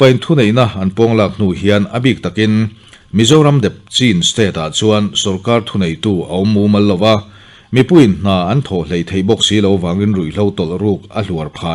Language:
Mizo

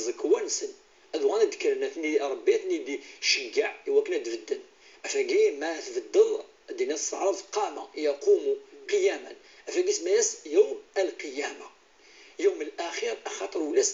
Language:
Kabyle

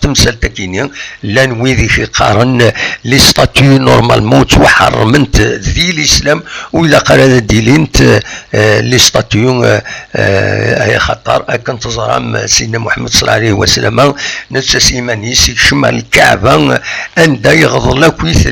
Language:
Kabyle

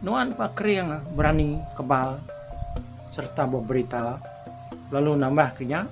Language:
Iban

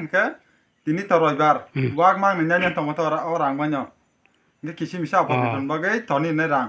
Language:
Kok Borok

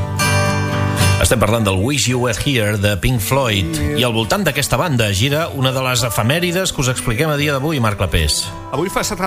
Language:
Catalan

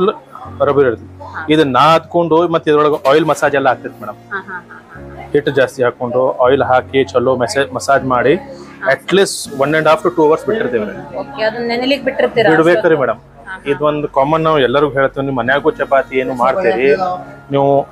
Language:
Kannada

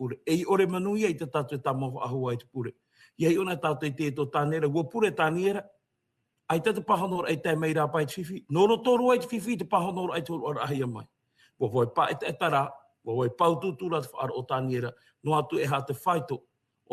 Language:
Tahitian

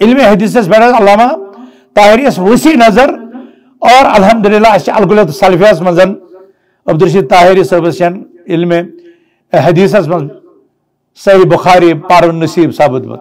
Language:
Kashmiri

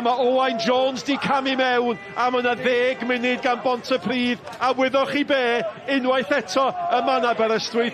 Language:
Welsh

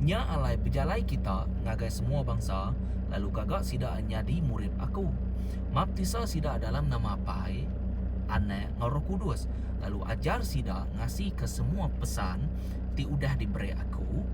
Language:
Iban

